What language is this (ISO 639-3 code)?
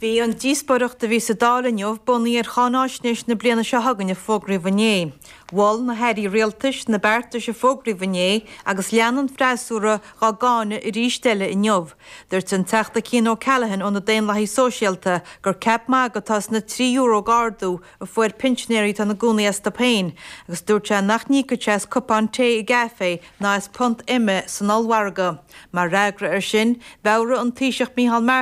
gle